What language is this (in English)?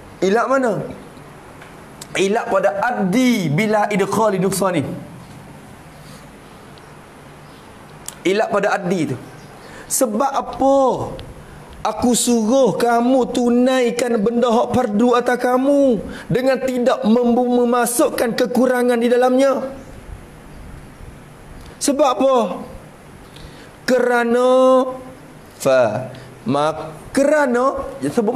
Malay